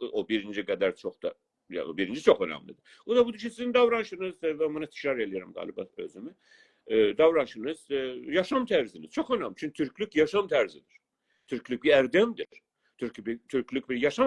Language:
South Azerbaijani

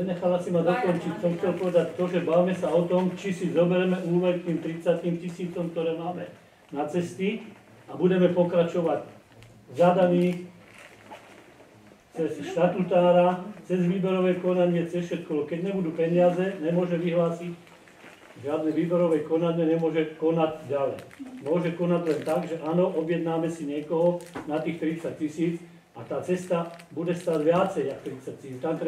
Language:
Slovak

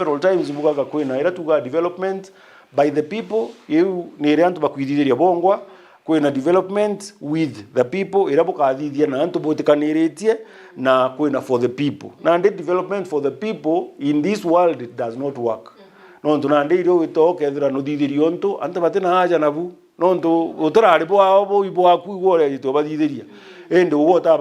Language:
Meru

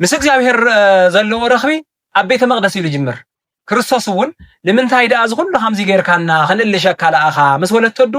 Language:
Tigrinya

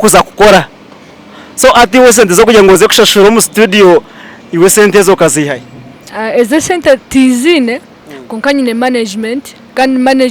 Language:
Nyankole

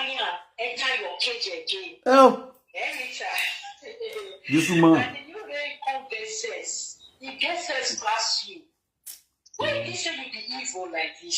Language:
Nigerian Pidgin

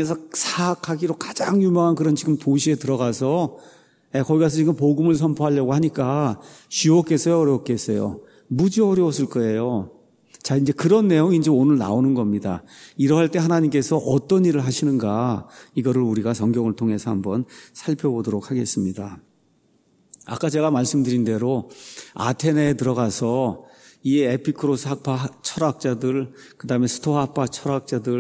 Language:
Korean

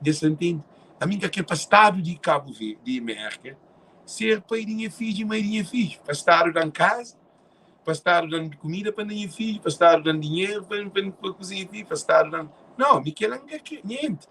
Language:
Kabuverdianu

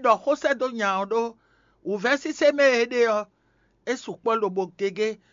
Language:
Fon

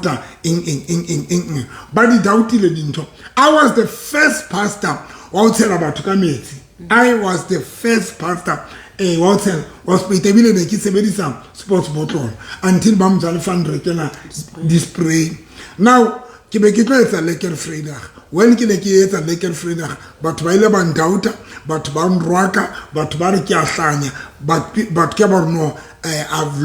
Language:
Southern Sotho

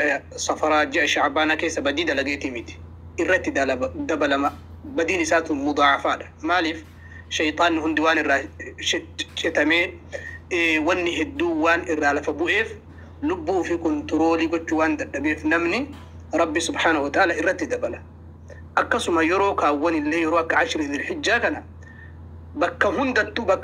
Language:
Oromo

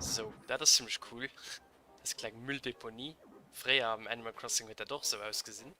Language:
Luxembourgish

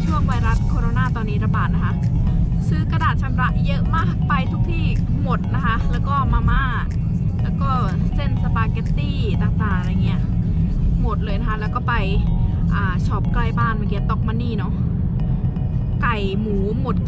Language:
Thai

